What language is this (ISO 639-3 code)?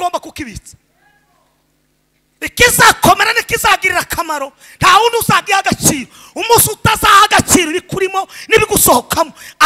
kin